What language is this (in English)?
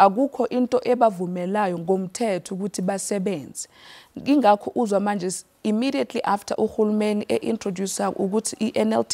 Zulu